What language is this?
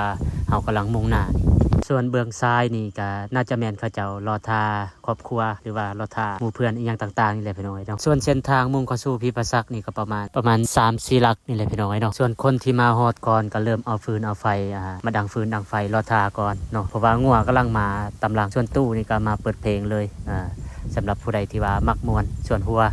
Lao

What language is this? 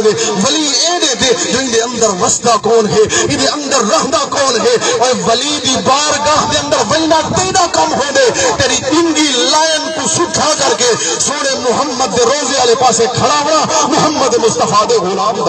Saraiki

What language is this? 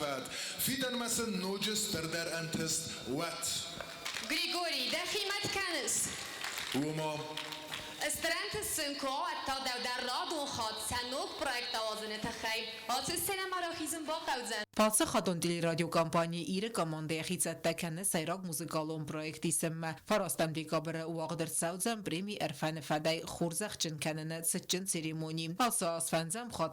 Ossetic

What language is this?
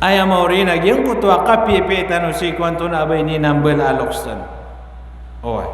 Maranao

